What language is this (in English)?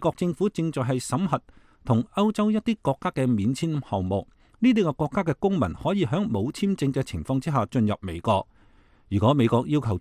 Cantonese